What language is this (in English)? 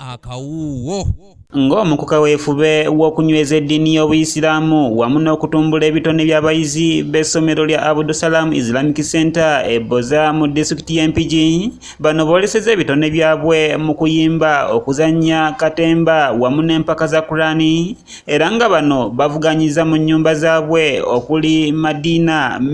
Ganda